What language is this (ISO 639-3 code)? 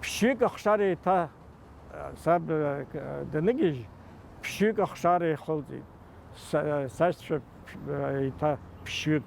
abk